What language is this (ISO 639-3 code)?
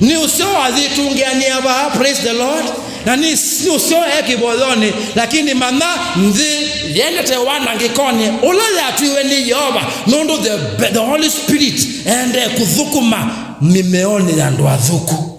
kam